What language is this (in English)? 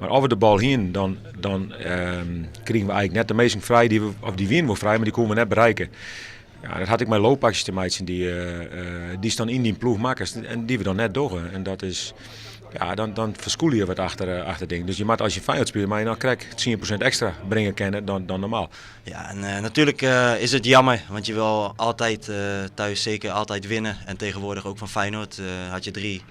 Western Frisian